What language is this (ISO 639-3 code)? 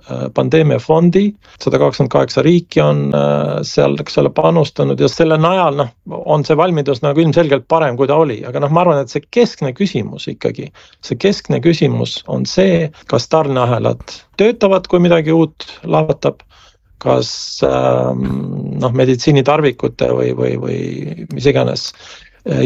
est